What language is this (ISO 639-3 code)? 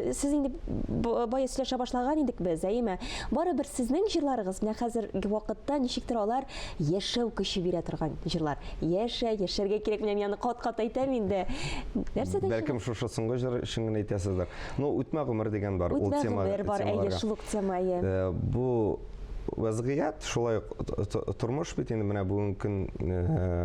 tat